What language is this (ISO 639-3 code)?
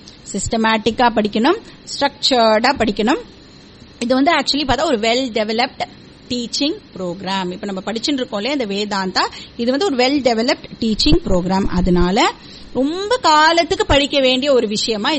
tam